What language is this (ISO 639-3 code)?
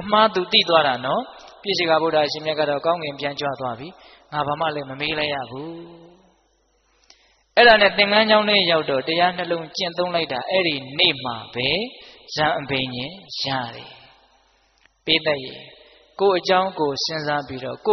mya